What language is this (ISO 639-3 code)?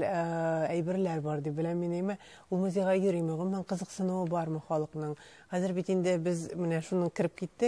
tat